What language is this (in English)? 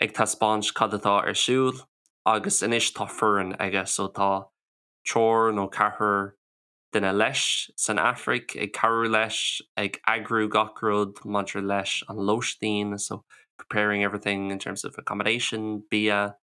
Irish